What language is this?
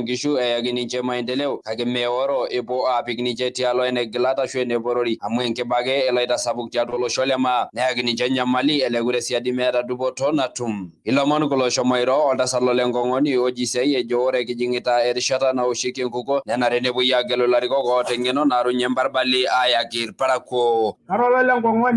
Masai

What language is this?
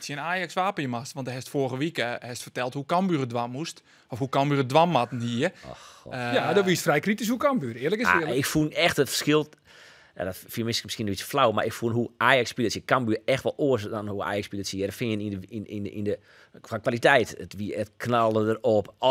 Western Frisian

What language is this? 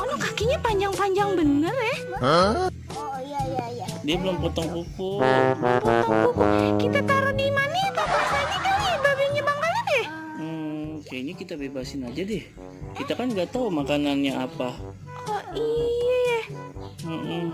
Betawi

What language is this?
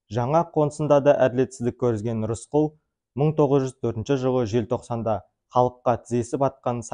Kazakh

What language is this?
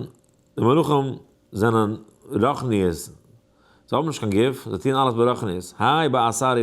Yiddish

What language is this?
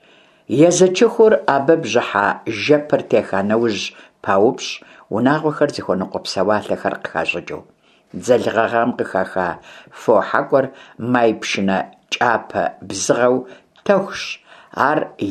Kabardian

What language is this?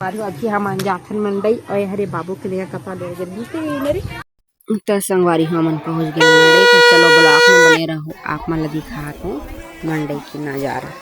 Chhattisgarhi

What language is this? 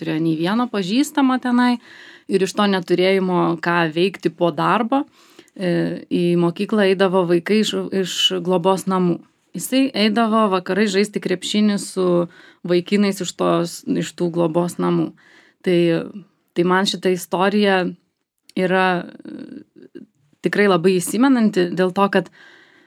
Lithuanian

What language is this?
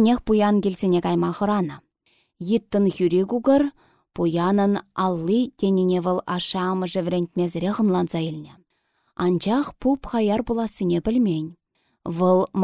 Chuvash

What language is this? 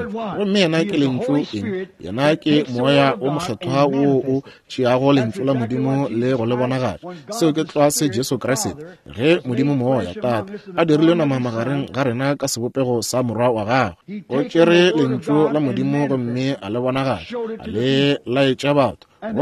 Northern Sotho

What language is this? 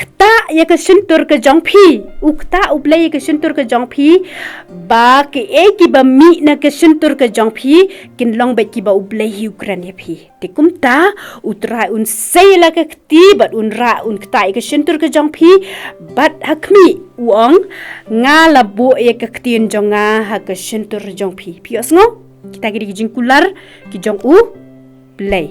Khasi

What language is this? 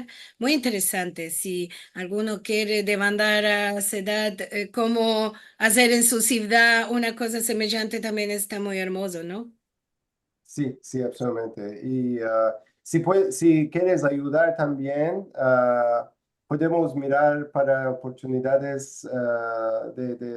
Ladino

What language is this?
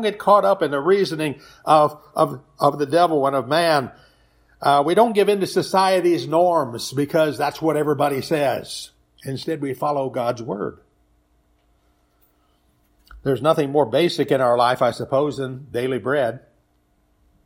English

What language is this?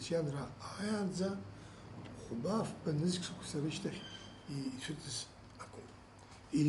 Abkhazian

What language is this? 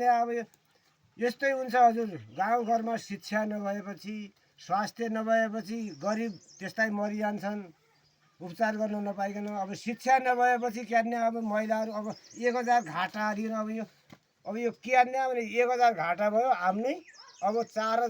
Nepali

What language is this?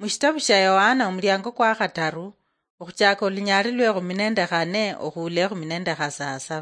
Luyia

